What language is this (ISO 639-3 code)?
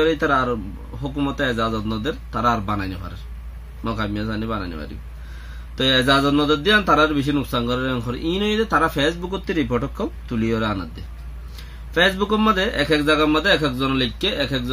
rhg